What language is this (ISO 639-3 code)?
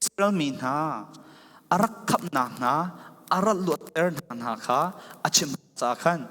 cfm